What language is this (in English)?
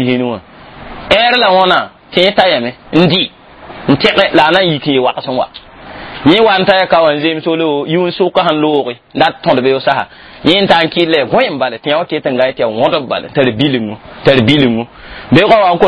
Mossi